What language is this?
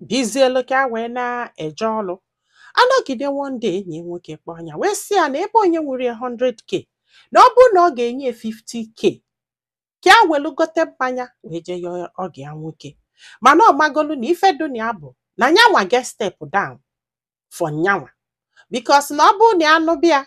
Igbo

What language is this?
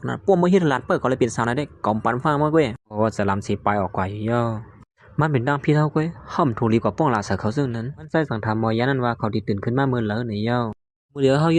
Shan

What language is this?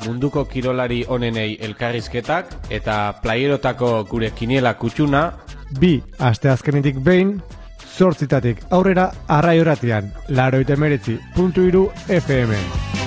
Basque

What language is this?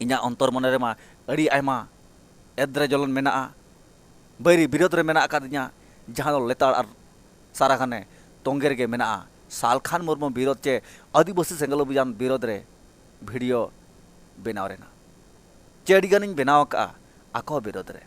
Santali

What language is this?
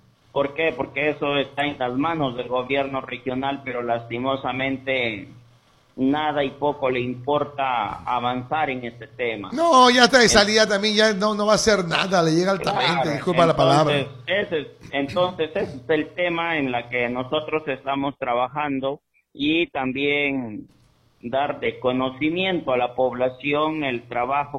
Spanish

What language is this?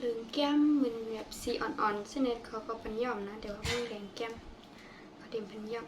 Shan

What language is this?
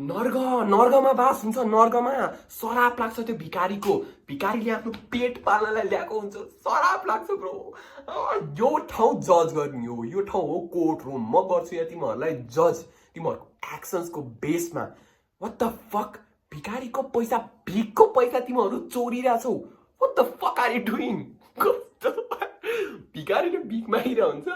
Nepali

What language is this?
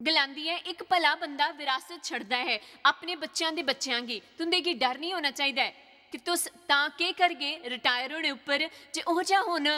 Dogri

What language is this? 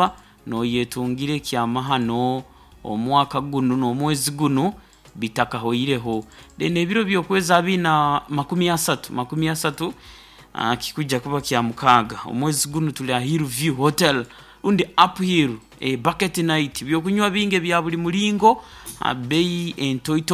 Nyoro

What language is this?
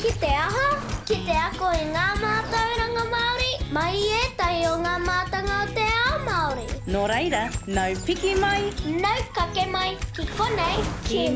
Māori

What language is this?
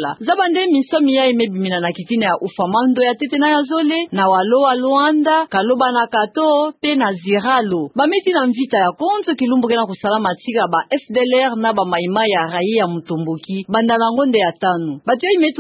Kituba (Democratic Republic of Congo)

